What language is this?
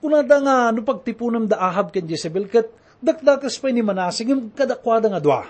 Iloko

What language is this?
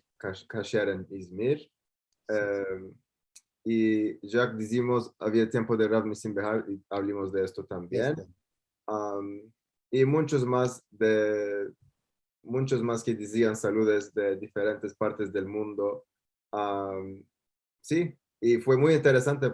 Ladino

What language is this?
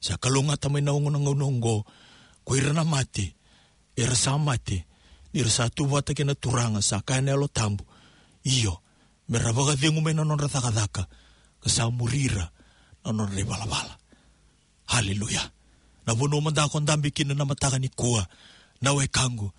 Fijian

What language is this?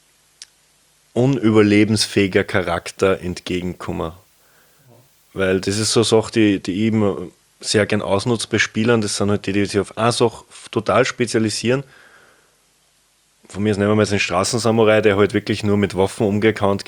German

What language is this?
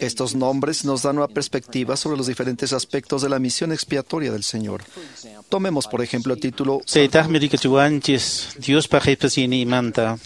Quechua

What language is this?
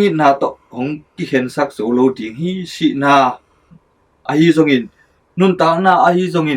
Tedim Chin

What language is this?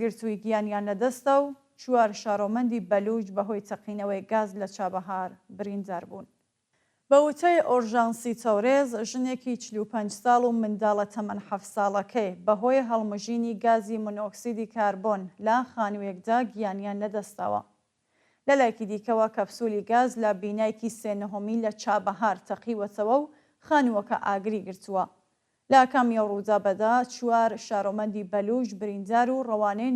Central Kurdish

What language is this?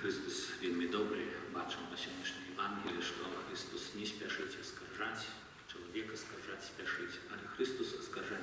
Belarusian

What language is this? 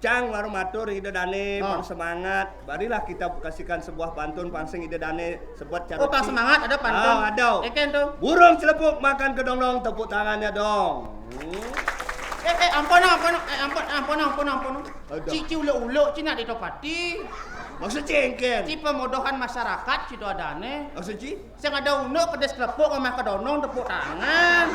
Balinese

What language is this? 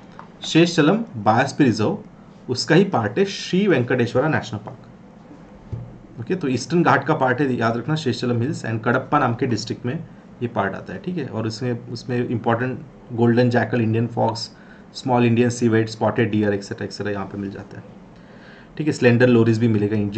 Hindi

